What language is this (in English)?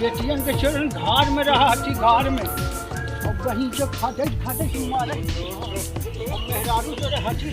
Magahi